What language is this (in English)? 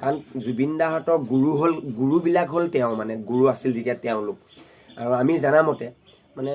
Assamese